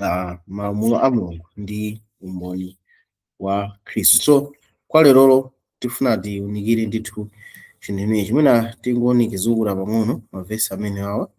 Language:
Nyanja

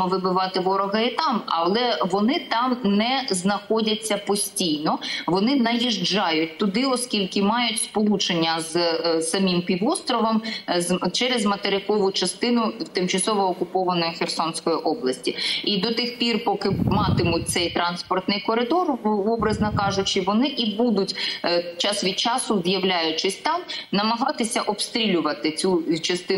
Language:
Ukrainian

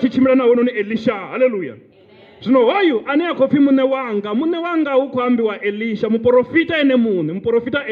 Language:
Venda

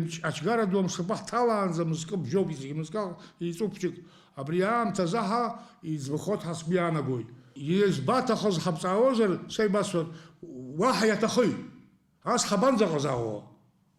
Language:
Abkhazian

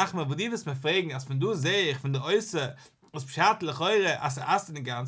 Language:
Yiddish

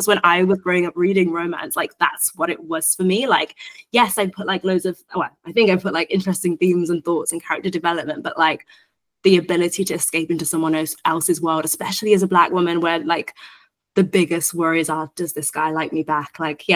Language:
English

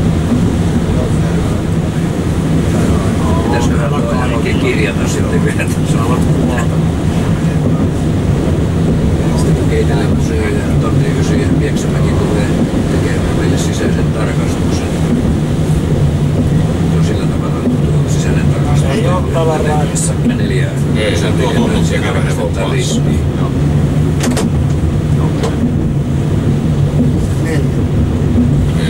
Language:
Finnish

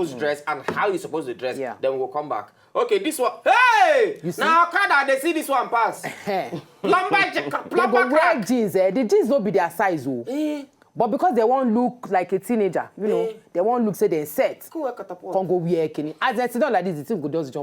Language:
Nigerian Pidgin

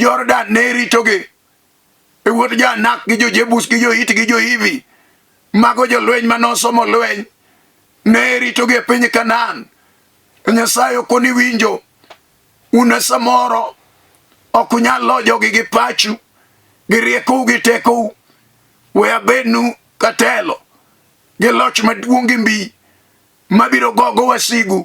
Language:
Luo (Kenya and Tanzania)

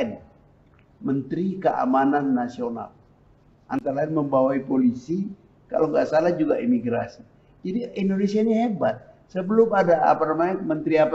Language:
Indonesian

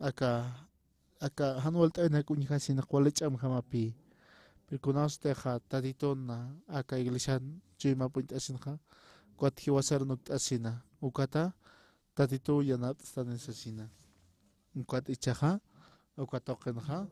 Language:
Aymara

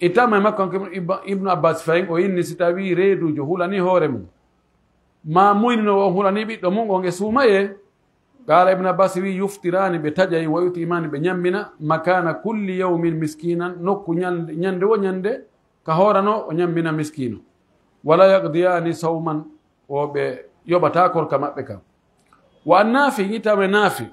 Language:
Pular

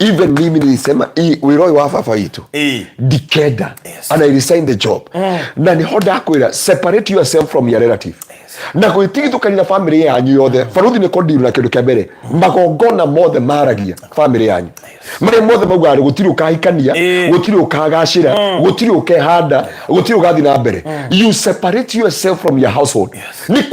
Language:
Kikuyu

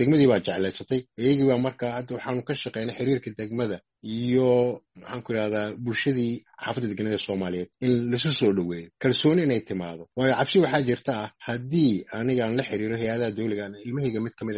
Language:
Somali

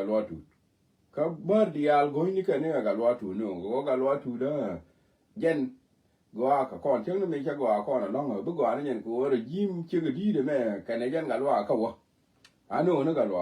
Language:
Nuer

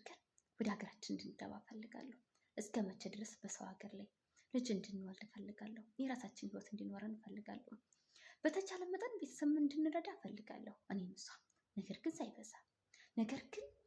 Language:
Amharic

